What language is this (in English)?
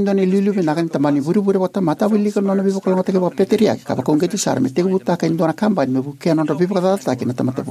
Fijian